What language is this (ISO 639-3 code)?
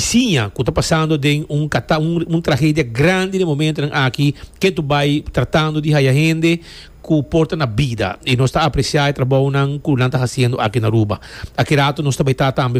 pap